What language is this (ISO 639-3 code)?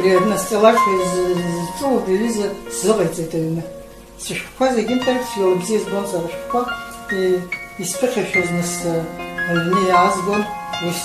abk